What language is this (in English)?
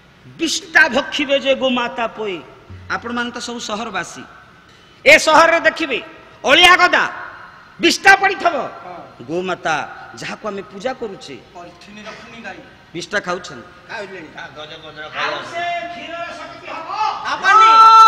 Odia